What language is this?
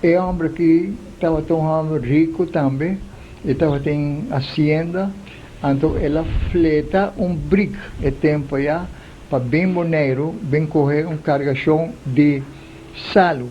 Papiamento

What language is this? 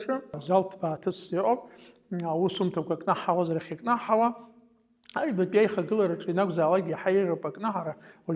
Abkhazian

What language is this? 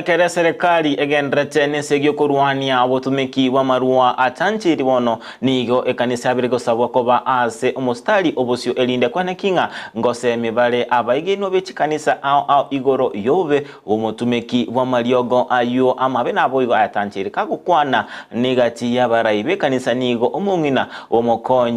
Gusii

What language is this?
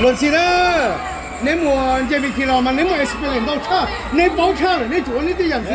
Hmong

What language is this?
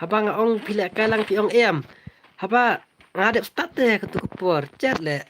Khasi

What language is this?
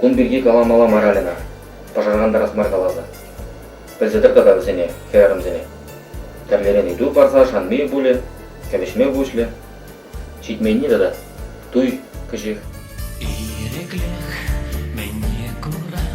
Chuvash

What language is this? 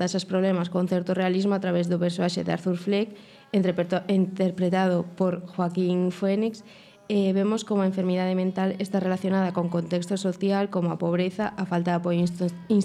Galician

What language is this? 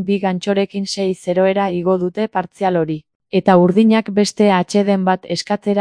Basque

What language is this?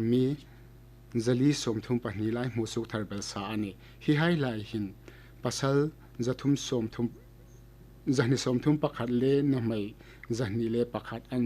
Hmar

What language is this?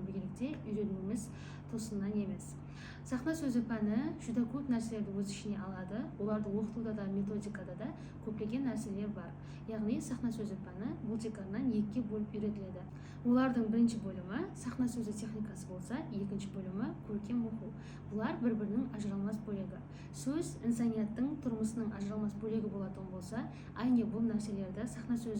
Kara-Kalpak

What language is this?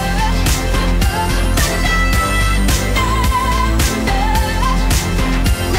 English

